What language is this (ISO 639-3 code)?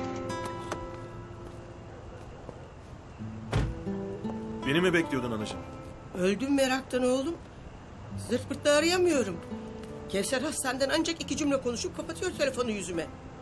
tur